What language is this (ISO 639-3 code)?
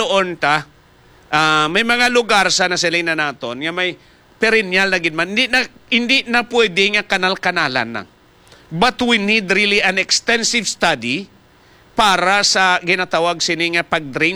hil